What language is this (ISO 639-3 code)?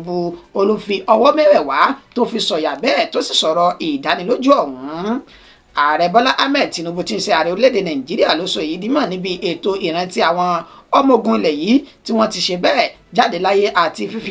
yor